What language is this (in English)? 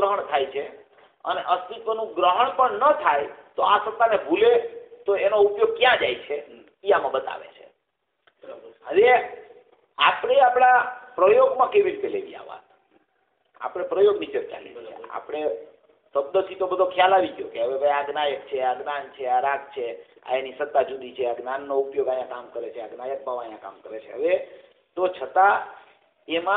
Gujarati